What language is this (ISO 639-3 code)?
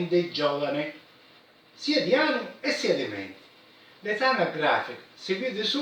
scn